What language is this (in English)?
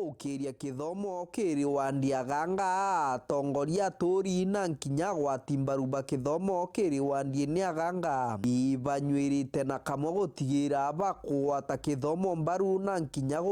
Meru